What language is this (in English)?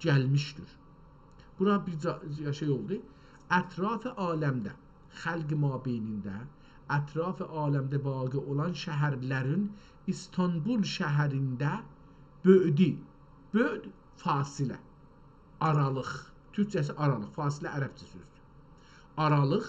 South Azerbaijani